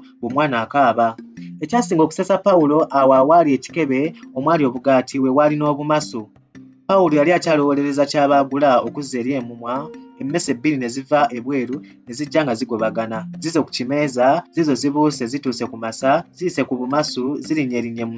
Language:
Ganda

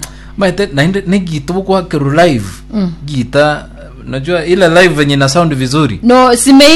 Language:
Gusii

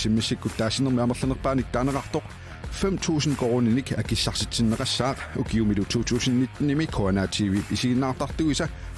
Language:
Kalaallisut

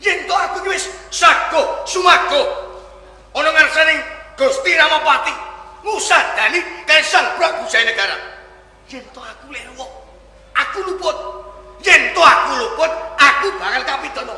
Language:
Javanese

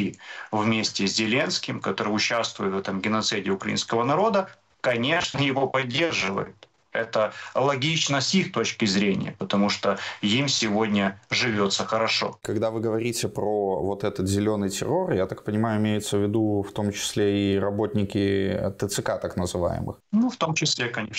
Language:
Russian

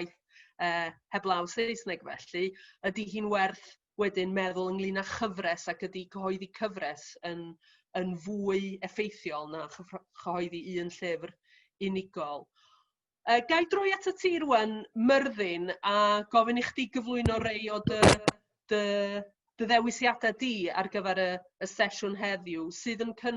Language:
Welsh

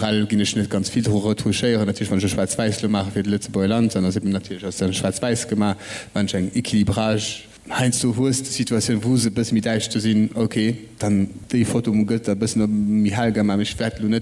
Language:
Luxembourgish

